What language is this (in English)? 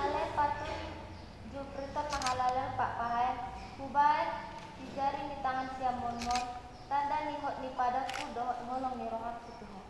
Batak Toba